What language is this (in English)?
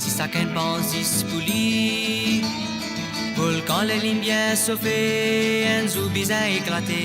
Morisyen